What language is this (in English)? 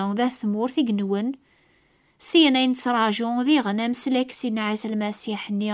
Kabyle